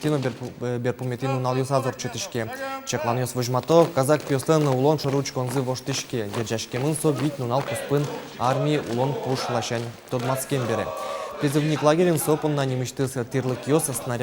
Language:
Udmurt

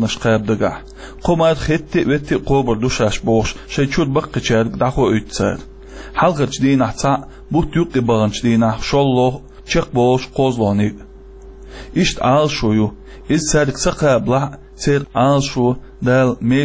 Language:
Chechen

